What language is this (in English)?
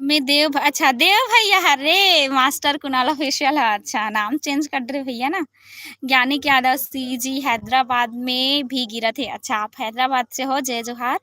Chhattisgarhi